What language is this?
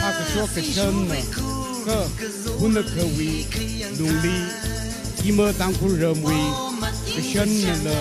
Tangkhul Naga (India)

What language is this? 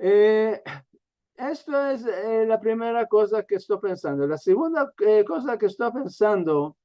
Ladino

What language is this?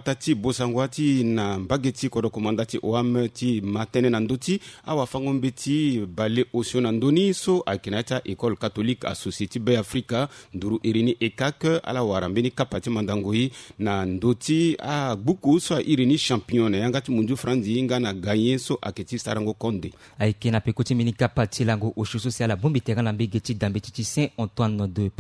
Sango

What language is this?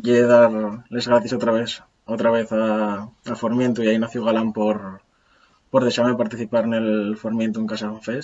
Asturian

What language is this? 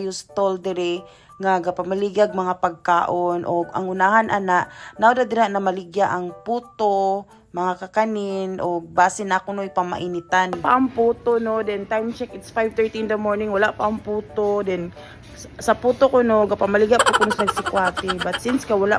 Cebuano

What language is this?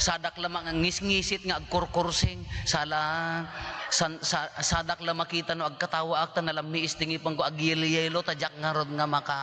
Iloko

